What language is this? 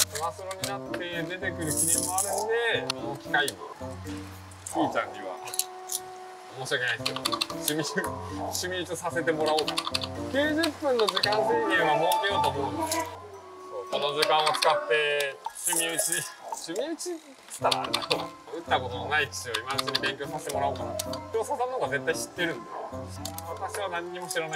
Japanese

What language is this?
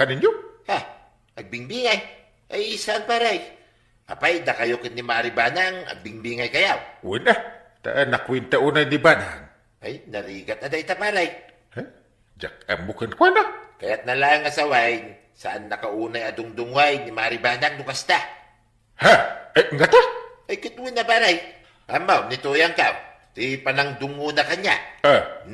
Iloko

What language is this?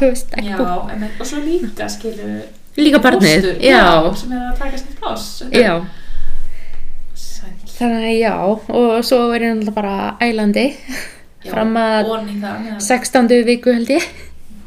Icelandic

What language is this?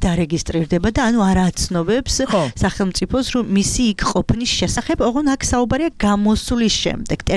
Georgian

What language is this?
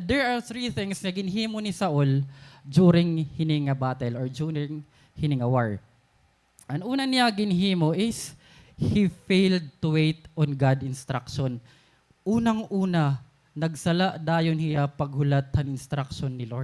Waray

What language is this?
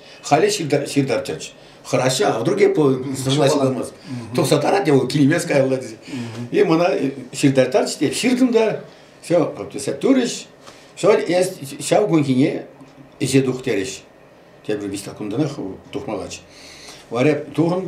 Chuvash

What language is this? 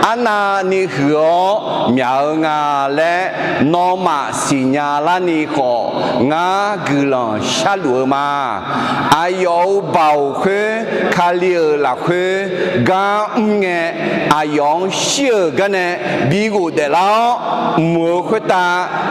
Akha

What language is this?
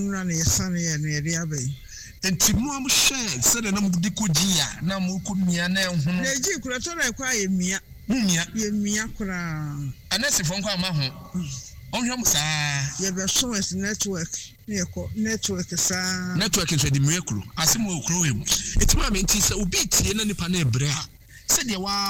Akan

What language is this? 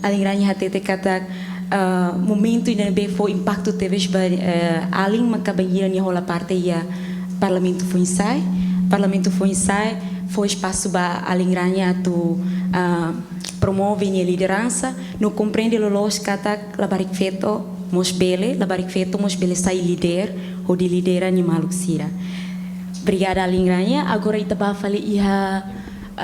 Tetum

